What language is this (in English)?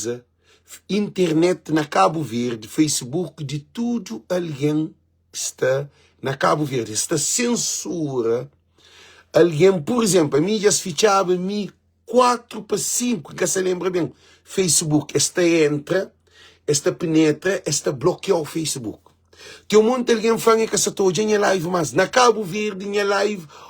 Kabuverdianu